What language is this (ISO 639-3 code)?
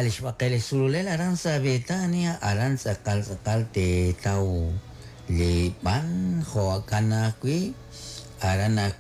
kek